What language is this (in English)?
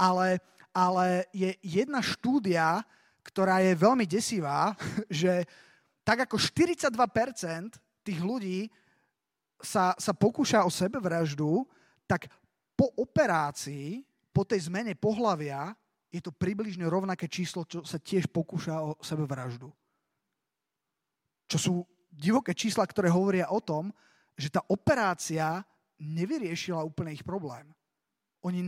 Slovak